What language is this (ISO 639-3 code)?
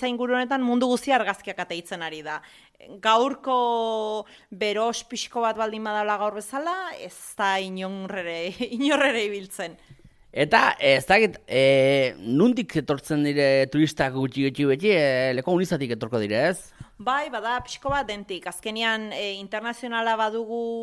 eus